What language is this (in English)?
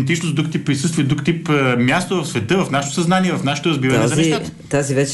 Bulgarian